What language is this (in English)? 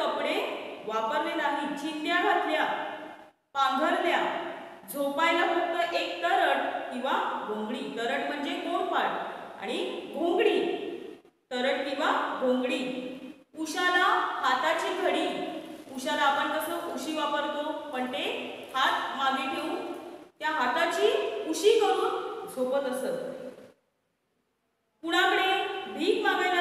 Marathi